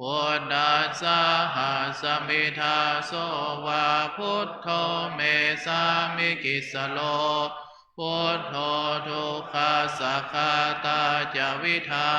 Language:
Pali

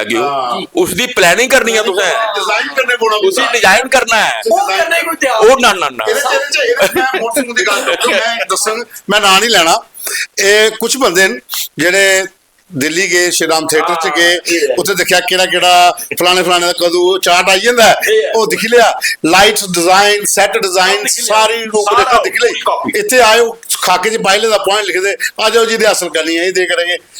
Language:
Dogri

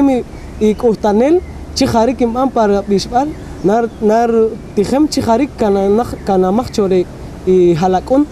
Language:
Poqomchi'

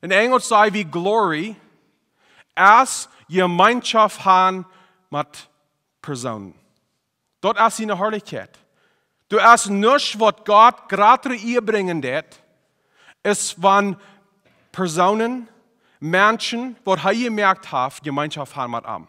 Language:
Plautdietsch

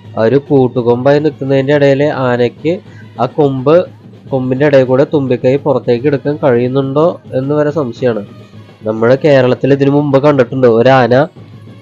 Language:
Malayalam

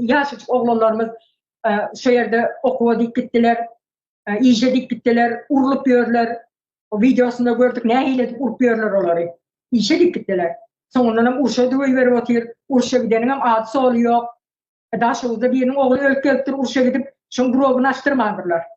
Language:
Turkmen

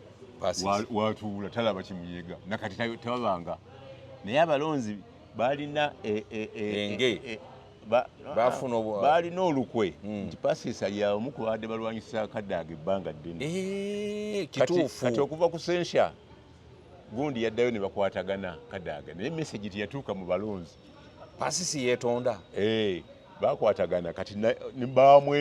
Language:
Ganda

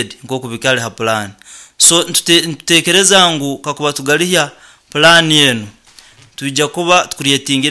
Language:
Nyoro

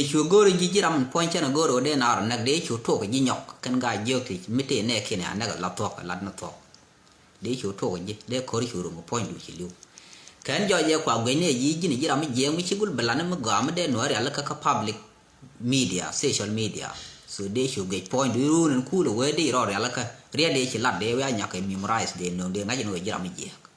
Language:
Nuer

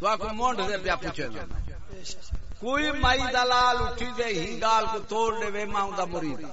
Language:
Saraiki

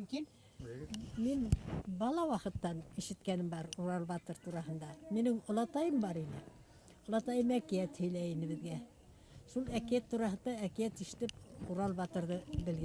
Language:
Bashkir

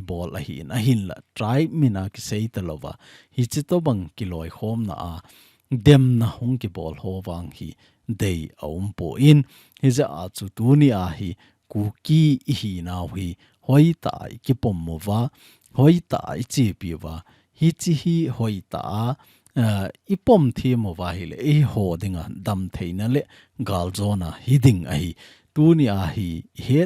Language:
Thado Chin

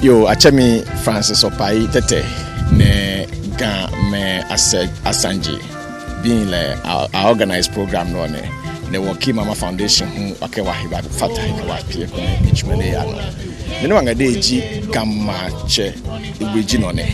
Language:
Ga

